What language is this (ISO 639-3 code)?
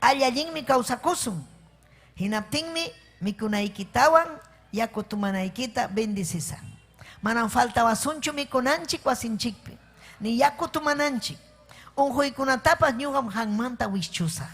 quy